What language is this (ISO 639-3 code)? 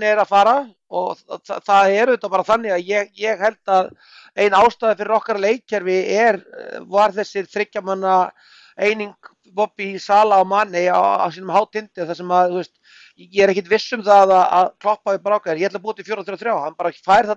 isl